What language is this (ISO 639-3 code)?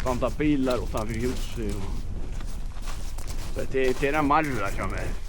fao